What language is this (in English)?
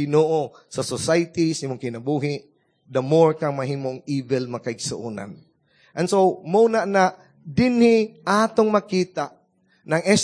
Cebuano